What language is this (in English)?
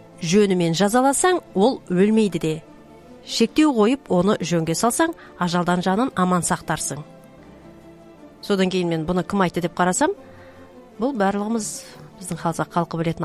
Kazakh